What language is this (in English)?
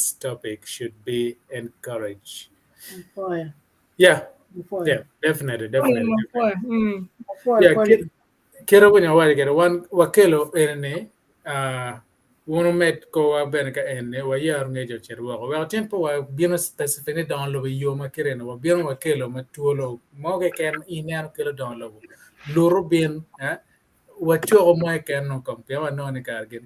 Acoli